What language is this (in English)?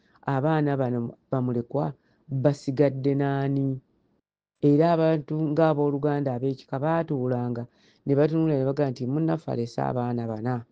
Ganda